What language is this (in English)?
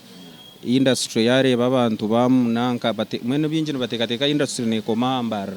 Nyankole